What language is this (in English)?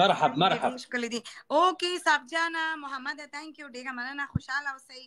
Pashto